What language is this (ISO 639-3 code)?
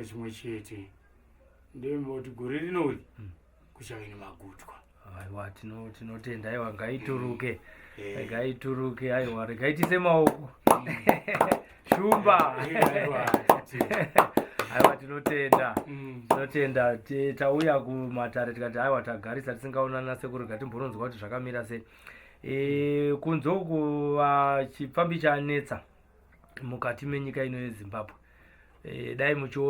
sna